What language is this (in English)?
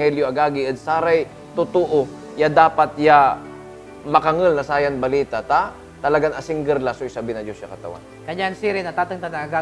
Pangasinan